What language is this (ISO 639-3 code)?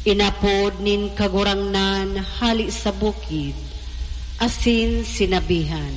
bik